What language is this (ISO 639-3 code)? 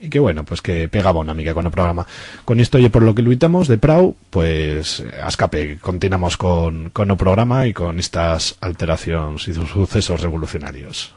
arg